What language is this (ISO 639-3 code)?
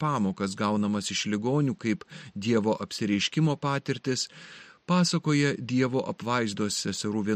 lit